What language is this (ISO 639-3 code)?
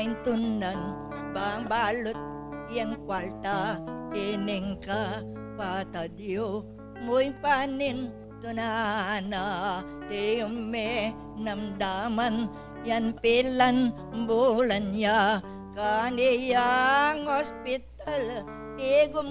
pam